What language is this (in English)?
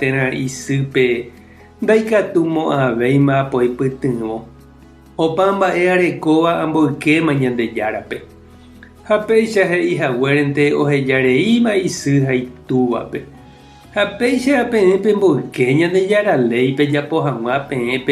Guarani